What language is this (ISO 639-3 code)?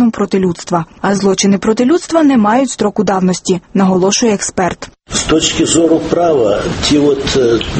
ukr